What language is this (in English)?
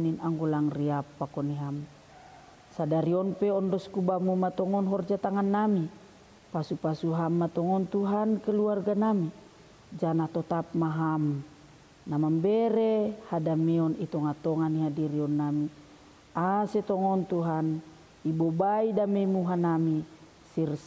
Batak Simalungun